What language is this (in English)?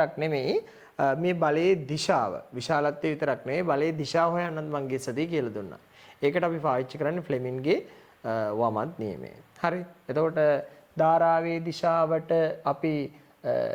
Sinhala